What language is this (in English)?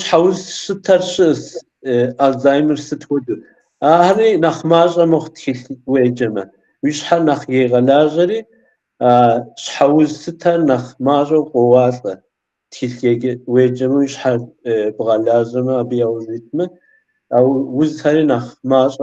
Kabardian